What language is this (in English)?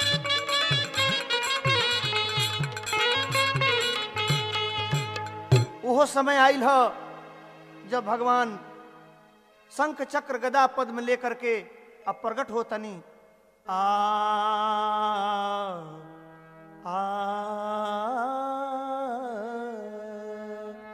Bhojpuri